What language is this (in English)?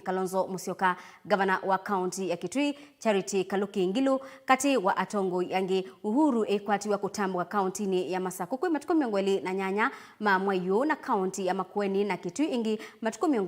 Kamba